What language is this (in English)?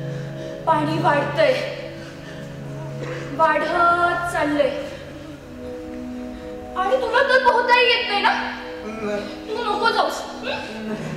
Marathi